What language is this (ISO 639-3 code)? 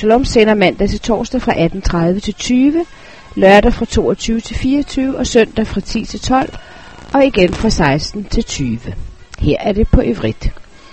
dan